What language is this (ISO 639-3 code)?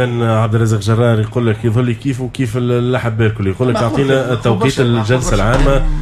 aeb